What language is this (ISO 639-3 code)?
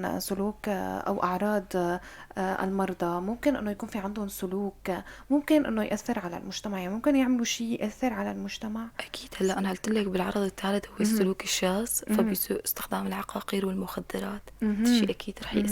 apc